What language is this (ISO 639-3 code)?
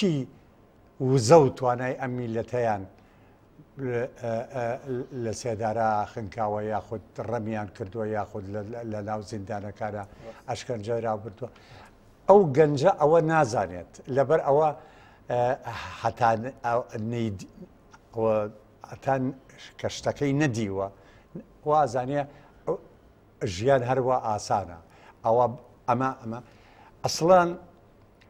ckb